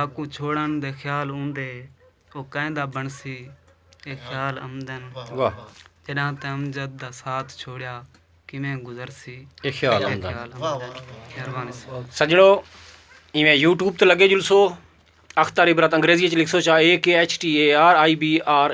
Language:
Saraiki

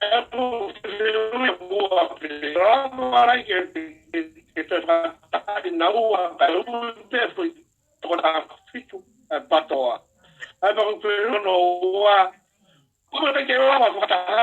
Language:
Tongan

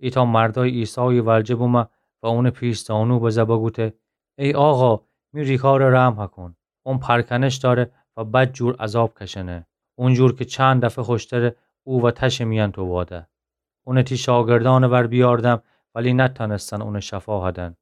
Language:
Gilaki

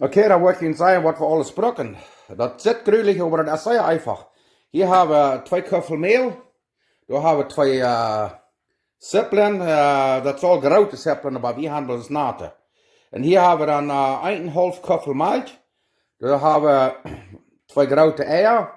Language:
Plautdietsch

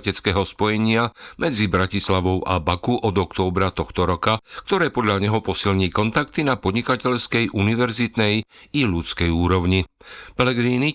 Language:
Slovak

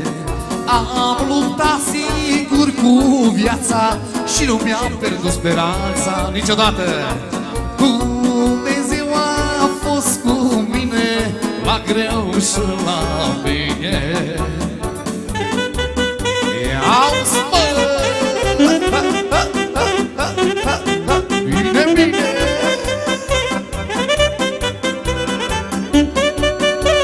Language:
Romanian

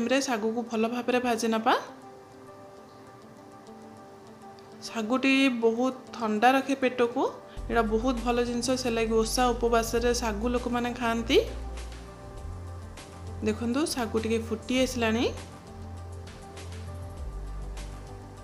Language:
Odia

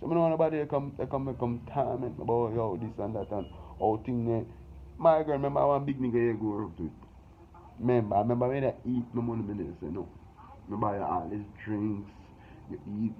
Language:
Jamaican Creole English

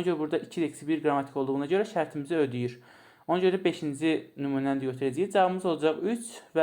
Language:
Azerbaijani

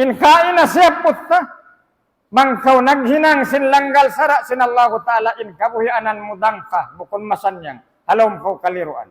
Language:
Tausug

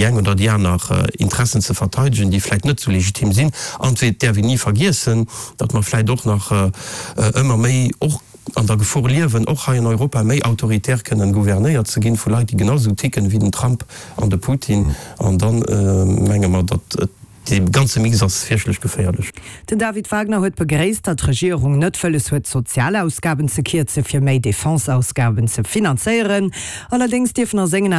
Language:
Luxembourgish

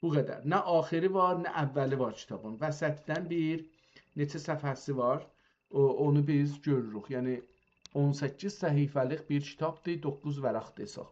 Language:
South Azerbaijani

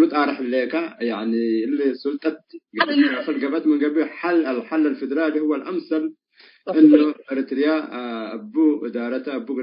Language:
Tigre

